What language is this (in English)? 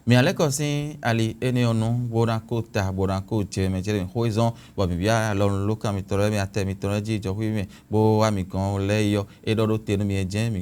Fon